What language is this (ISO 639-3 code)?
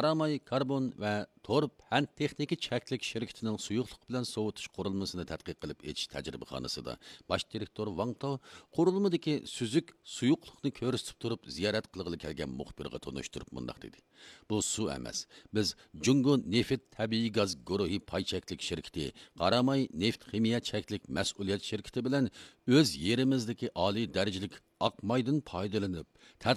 uig